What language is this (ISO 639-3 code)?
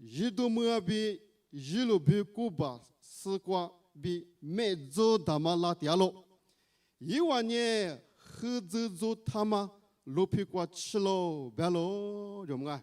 lis